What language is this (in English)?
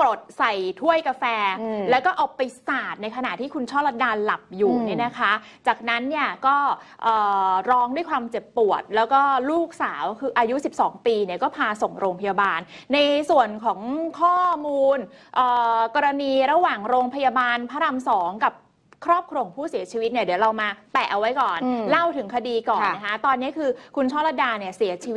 Thai